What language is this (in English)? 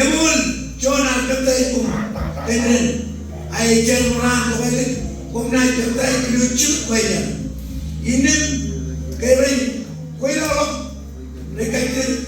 Marshallese